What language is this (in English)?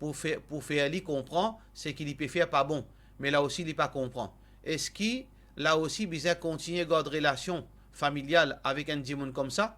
Morisyen